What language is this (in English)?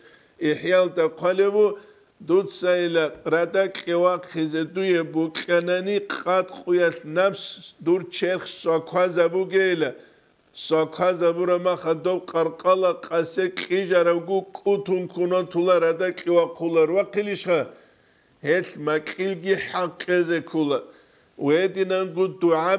Avaric